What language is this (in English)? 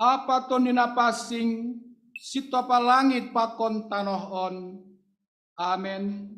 Batak Simalungun